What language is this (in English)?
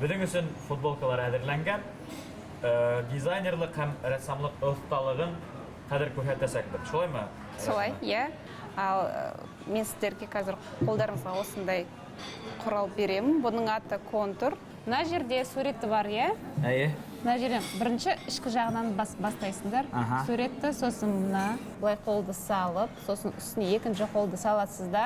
Bashkir